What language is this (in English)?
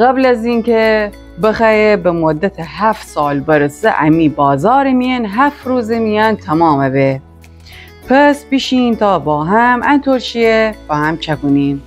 Gilaki